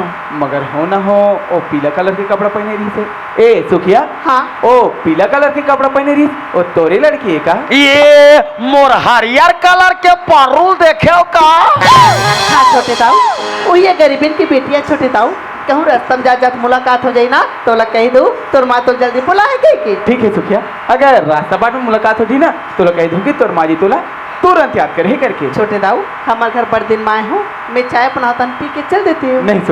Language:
Chhattisgarhi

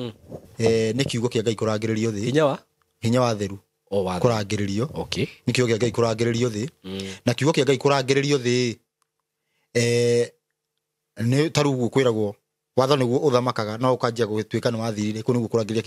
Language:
Kikuyu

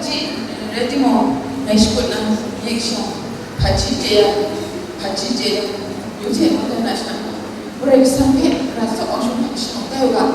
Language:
Kachin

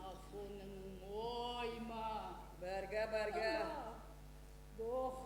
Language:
Ossetic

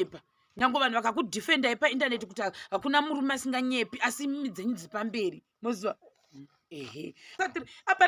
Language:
Shona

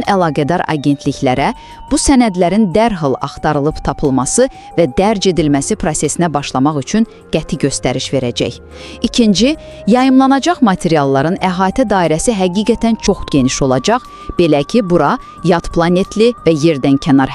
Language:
Azerbaijani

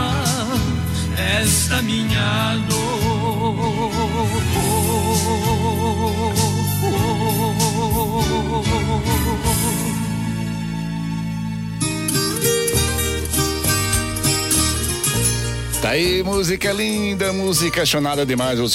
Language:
Portuguese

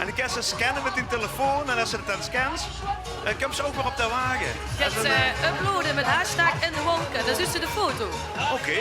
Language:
Limburgish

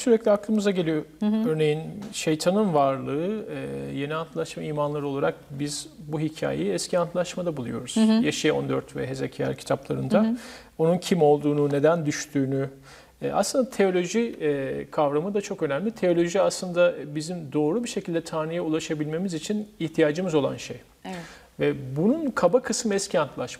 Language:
Turkish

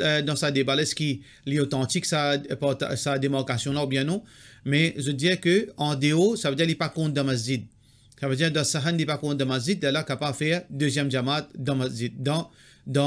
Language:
Morisyen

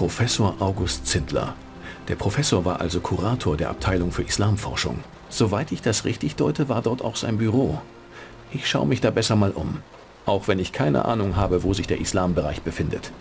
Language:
Bavarian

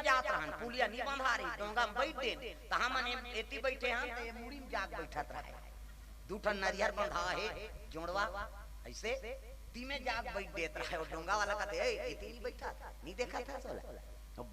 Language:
Chhattisgarhi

